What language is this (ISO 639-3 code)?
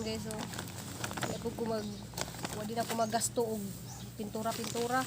ceb